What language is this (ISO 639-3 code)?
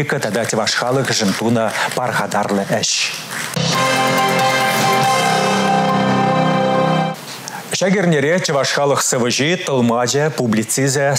chv